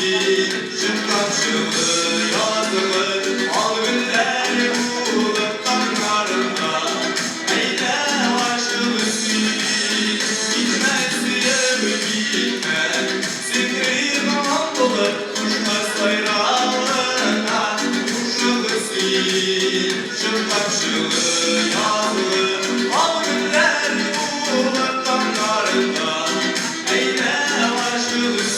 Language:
Tatar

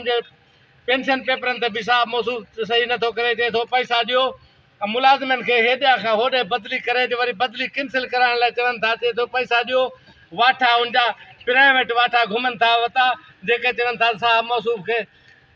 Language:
Sindhi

